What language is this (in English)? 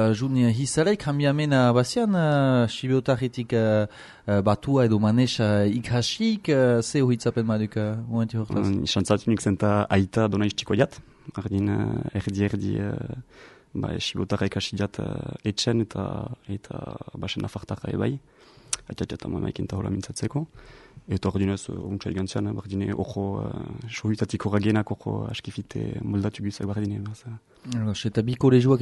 Basque